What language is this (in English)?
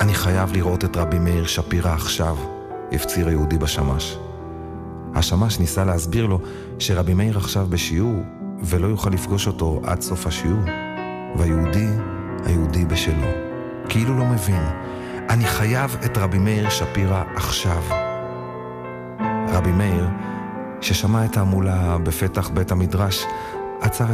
Hebrew